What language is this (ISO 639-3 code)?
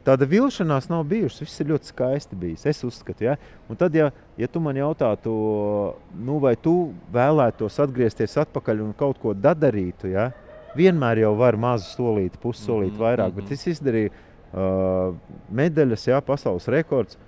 lav